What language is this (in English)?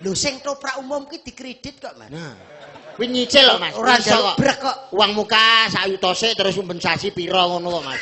Javanese